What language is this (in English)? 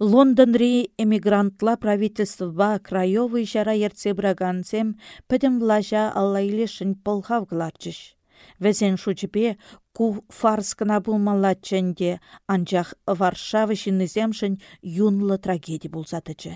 Chuvash